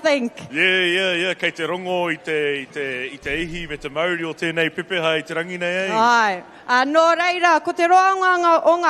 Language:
Māori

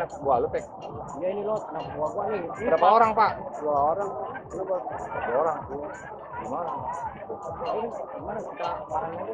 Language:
Betawi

